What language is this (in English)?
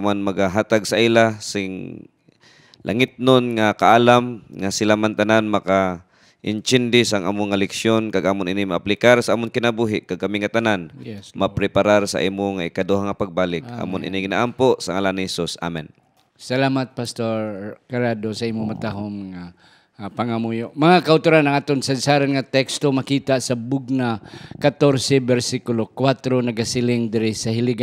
Hiligaynon